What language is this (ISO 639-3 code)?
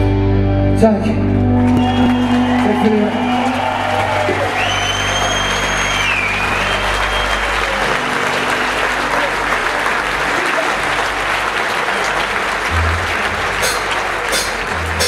swe